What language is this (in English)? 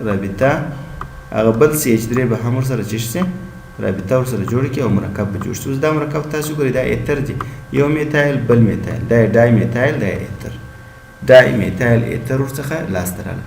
Pashto